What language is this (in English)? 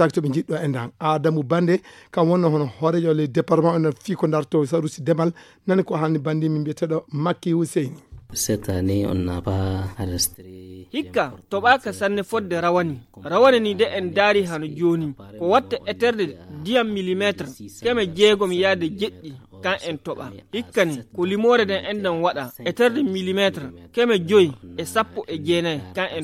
Fula